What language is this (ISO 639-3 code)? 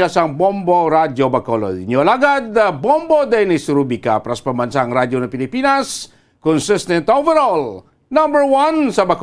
hil